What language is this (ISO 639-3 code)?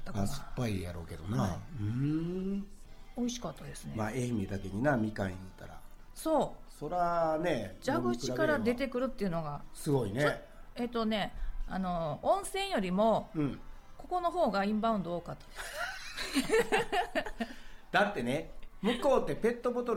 jpn